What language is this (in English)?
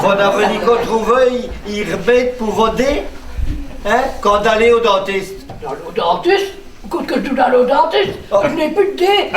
Picard